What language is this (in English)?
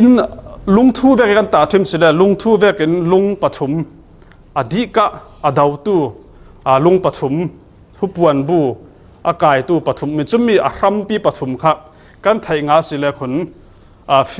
Falam Chin